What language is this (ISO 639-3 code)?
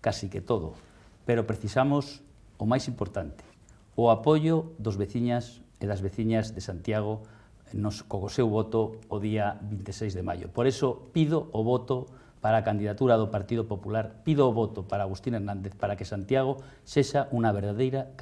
glg